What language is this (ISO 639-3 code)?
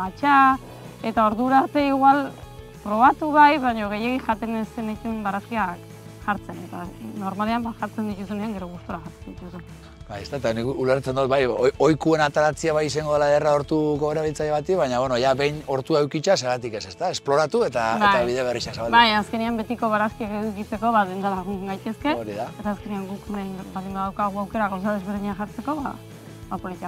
eus